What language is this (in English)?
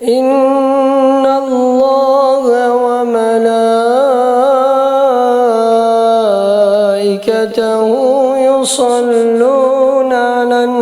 Kurdish